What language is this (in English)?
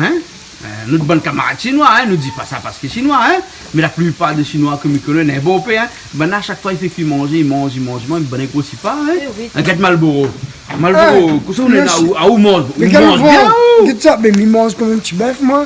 Réunion Creole French